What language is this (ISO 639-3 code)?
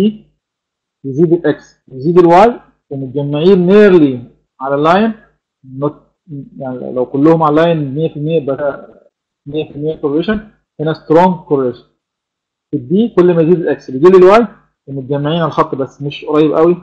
arz